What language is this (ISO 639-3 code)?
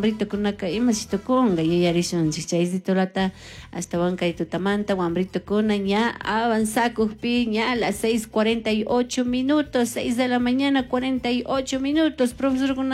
qug